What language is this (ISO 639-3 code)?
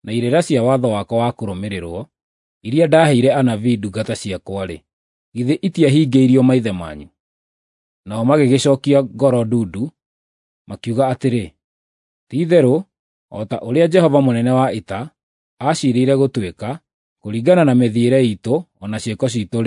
kik